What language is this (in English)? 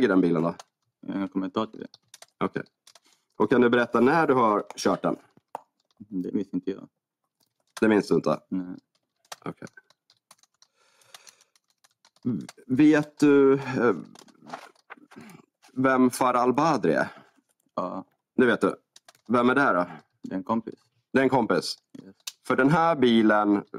Swedish